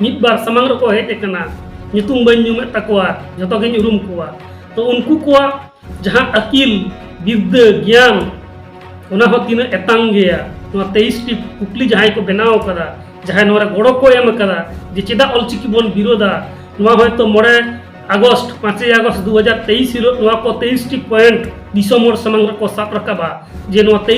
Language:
Santali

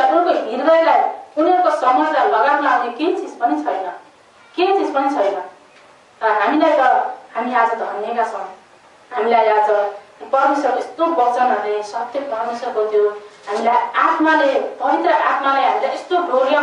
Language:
Nepali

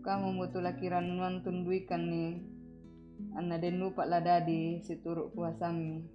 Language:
Toraja-Sa'dan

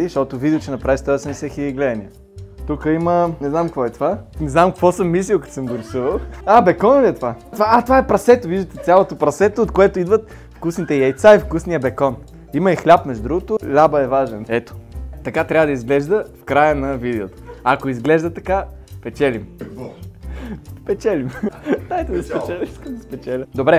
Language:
Bulgarian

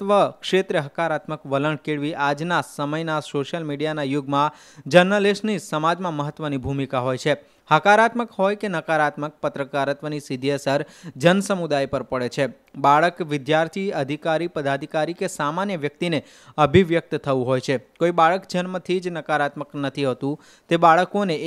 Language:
Gujarati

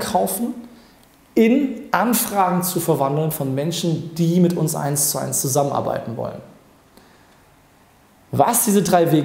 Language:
German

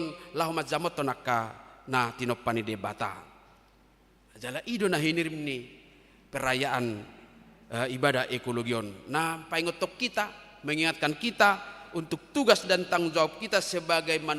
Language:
Batak Toba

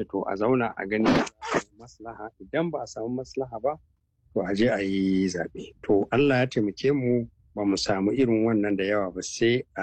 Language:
Hausa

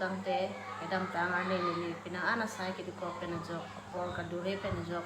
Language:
Karbi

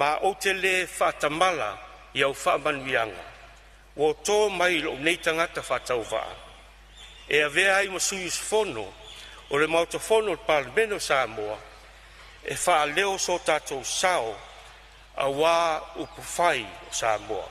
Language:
Samoan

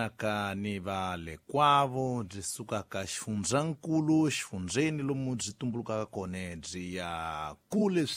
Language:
Tsonga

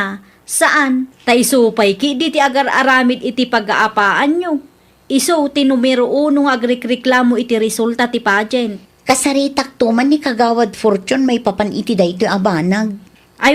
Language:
Iloko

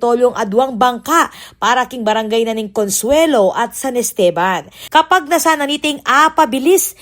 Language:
Pampanga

